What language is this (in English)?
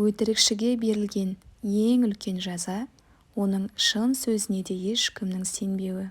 Kazakh